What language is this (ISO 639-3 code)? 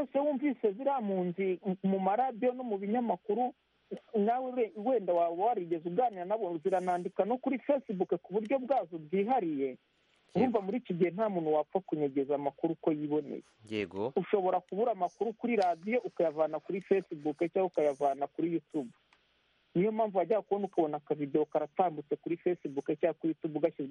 kin